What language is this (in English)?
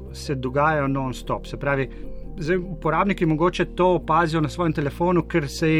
Slovenian